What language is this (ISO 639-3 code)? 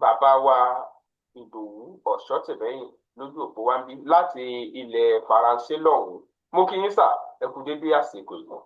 yor